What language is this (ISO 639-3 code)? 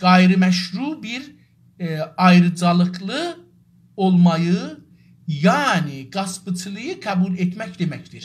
azb